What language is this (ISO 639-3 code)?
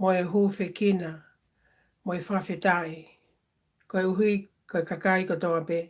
ton